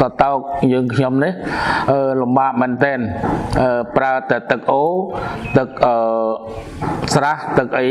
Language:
Khmer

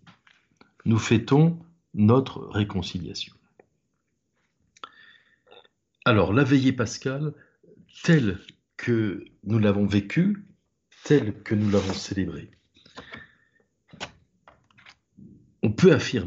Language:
French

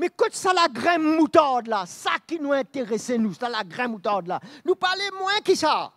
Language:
Morisyen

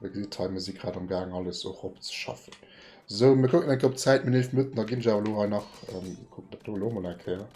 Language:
Luxembourgish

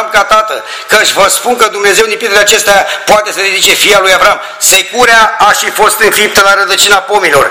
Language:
Romanian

